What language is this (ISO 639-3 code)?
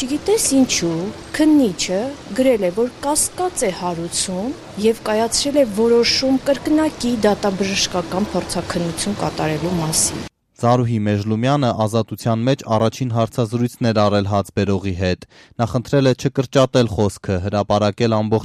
hye